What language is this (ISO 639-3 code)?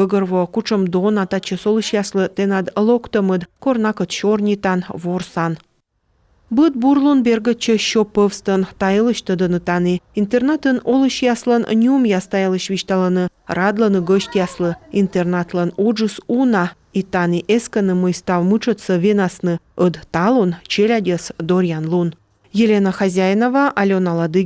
kom